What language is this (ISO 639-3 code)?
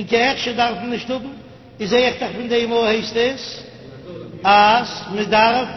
yid